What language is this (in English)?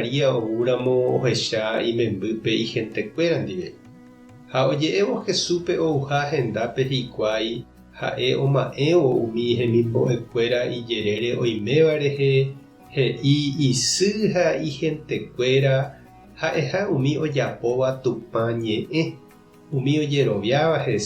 Guarani